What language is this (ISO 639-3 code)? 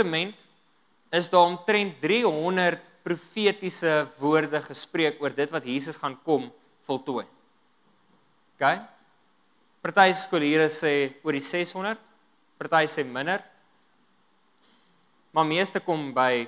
afr